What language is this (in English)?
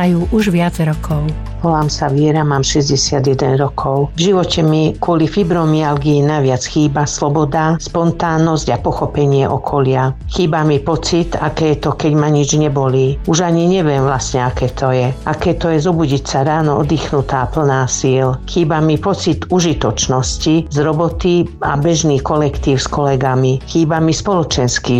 Slovak